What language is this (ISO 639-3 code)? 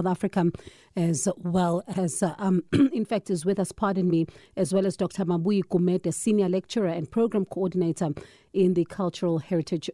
eng